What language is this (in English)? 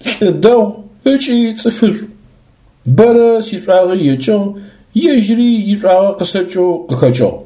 Adyghe